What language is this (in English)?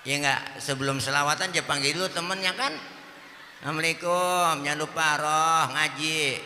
Betawi